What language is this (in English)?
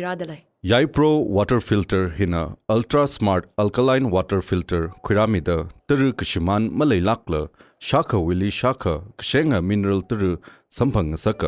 Tangkhul Naga (India)